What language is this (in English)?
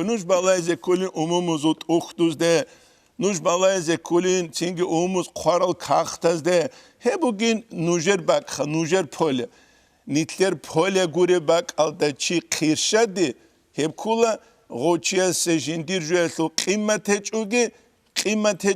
Avaric